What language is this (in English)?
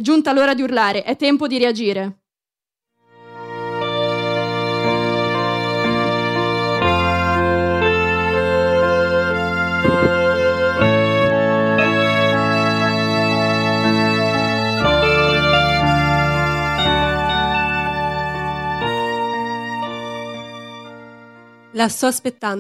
Italian